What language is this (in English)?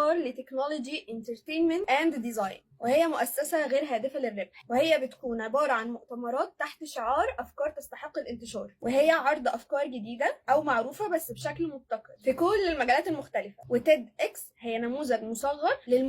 Egyptian Arabic